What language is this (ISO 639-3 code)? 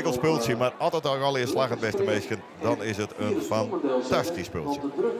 fry